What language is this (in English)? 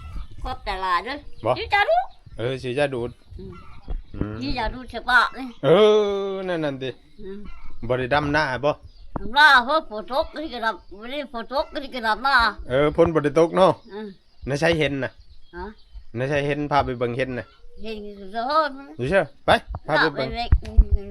Northeastern Thai